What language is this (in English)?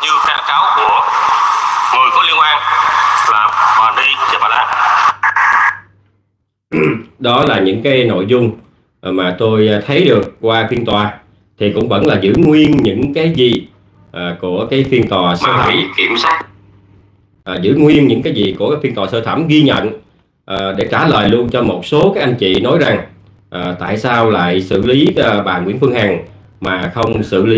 Vietnamese